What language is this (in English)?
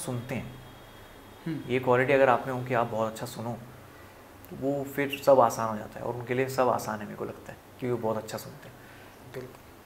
Hindi